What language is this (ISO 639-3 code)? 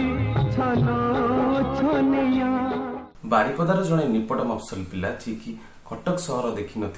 ori